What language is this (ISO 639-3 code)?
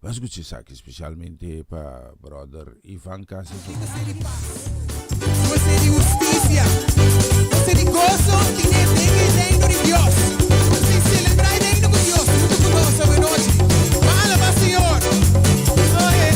pap